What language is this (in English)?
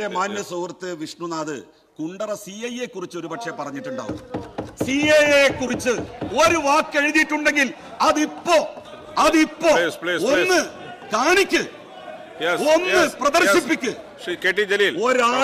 Malayalam